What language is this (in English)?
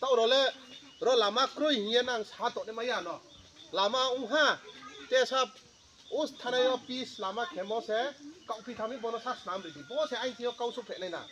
Riang (India)